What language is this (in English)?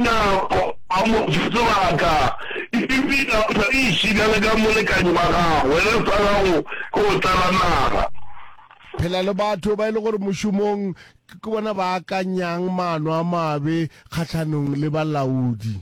Northern Sotho